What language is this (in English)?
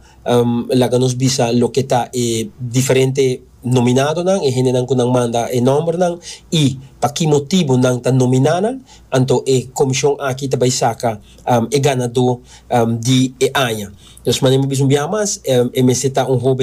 Papiamento